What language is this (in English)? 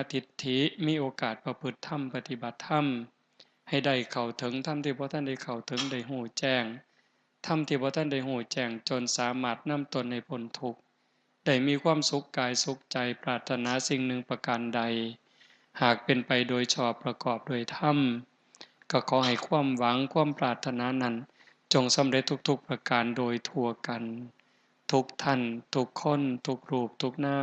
Northeastern Thai